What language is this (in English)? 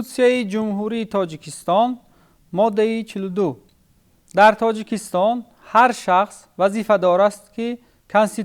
Tajik